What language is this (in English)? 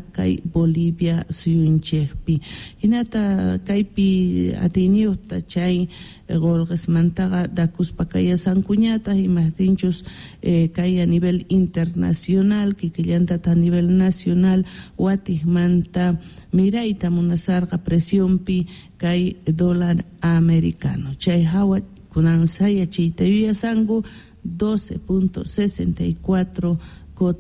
South Bolivian Quechua